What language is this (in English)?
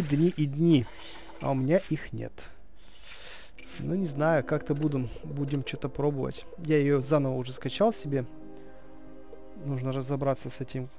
Russian